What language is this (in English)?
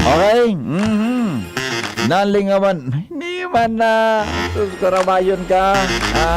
Bikol